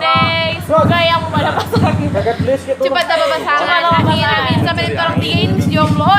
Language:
Manado Malay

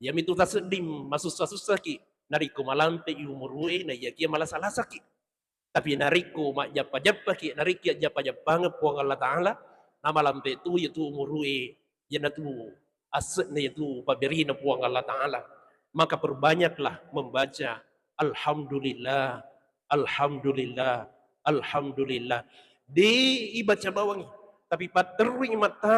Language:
Buginese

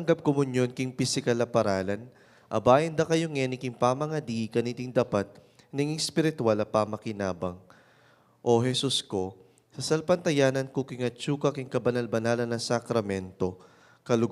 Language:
Pampanga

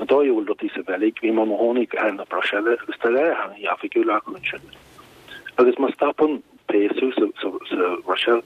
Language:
Irish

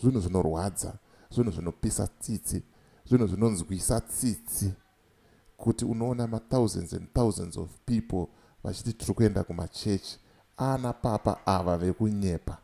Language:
Shona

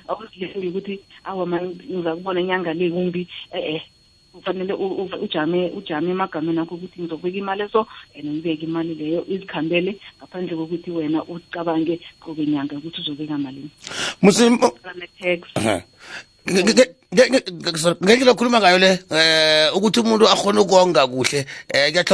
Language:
South Ndebele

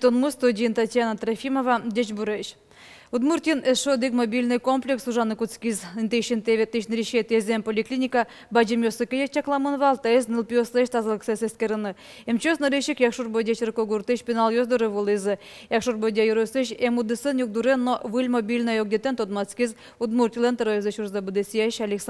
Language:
Udmurt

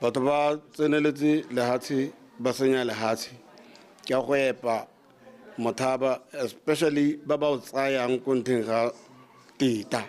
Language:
Tswana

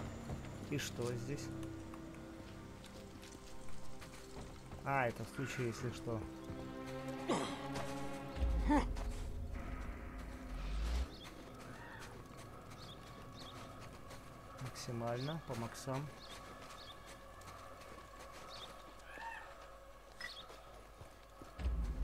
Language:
Russian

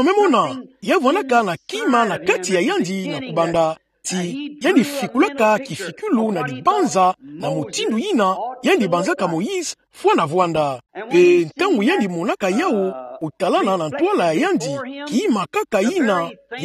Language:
Kituba (Democratic Republic of Congo)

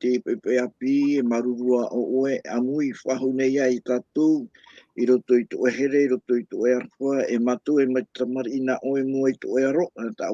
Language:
Tahitian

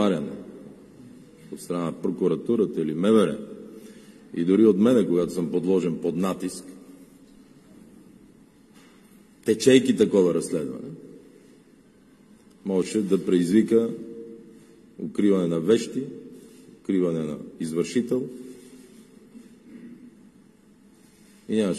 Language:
Bulgarian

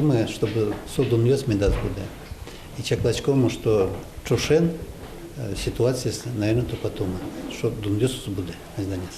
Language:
Udmurt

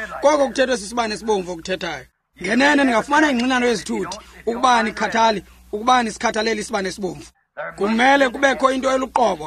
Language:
Xhosa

